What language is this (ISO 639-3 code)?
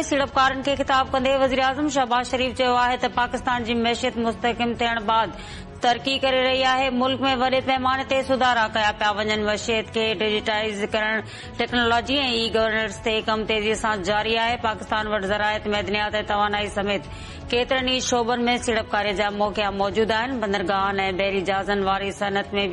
snd